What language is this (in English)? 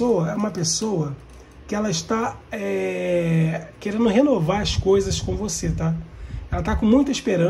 Portuguese